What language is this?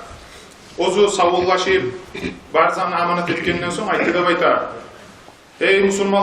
Kumyk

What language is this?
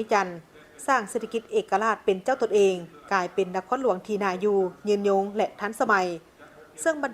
Lao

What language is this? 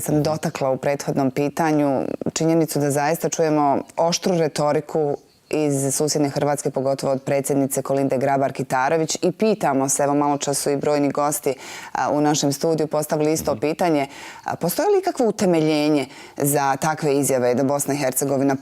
Bosnian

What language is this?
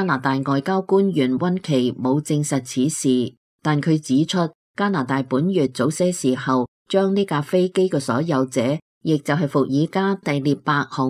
Cantonese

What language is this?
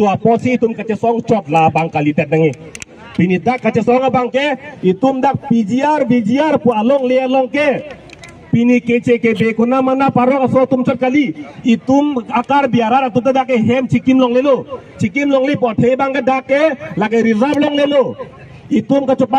Karbi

